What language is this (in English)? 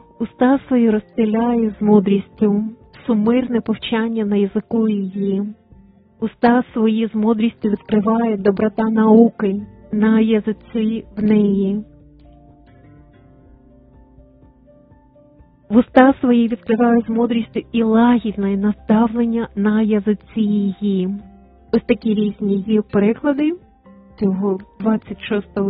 Ukrainian